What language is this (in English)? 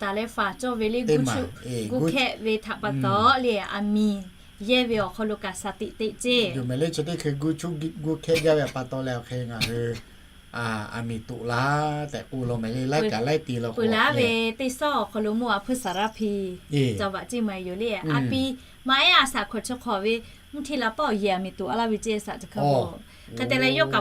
Lahu